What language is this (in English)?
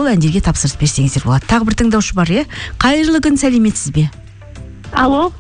Kazakh